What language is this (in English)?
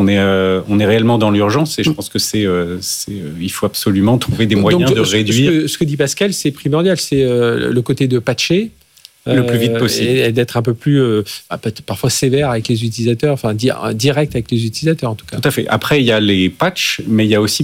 French